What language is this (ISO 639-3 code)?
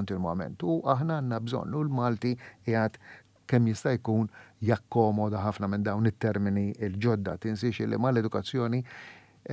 mlt